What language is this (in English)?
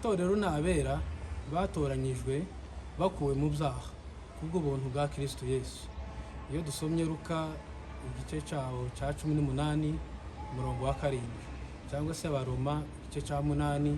Kinyarwanda